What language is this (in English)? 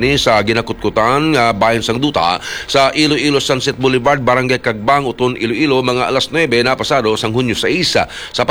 Hiligaynon